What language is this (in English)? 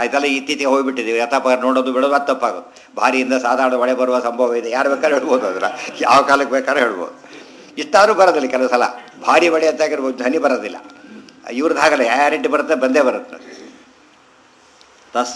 Kannada